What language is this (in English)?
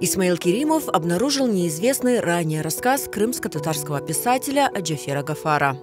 Crimean Tatar